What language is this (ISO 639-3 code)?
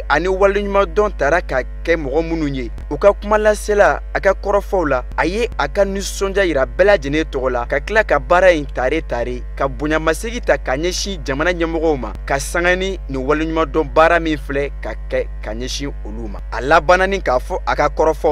bam